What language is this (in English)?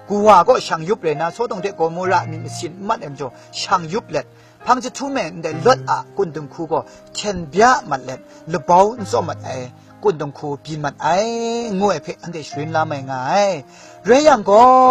Kachin